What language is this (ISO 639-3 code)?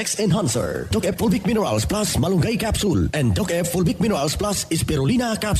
bik